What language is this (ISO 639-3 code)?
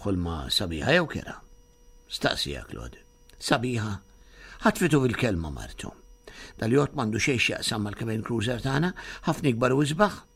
mlt